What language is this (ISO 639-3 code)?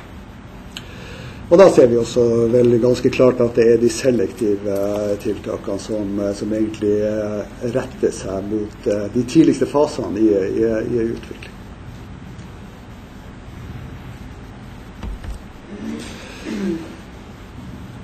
nor